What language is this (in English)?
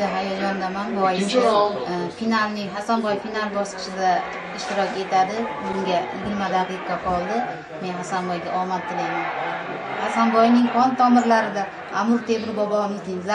Uzbek